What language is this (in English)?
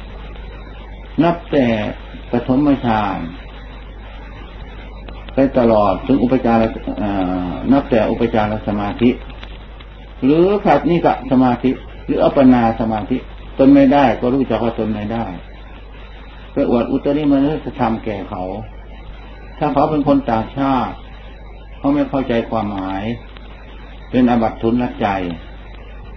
Thai